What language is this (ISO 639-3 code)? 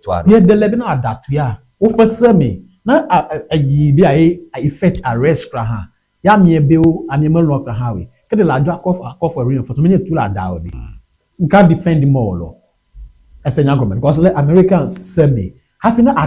ewe